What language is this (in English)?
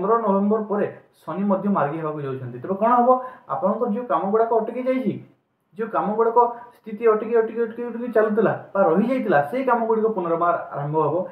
Odia